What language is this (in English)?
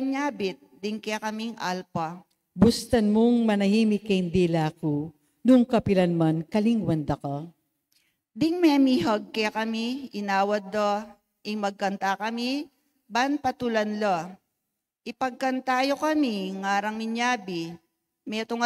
Pampanga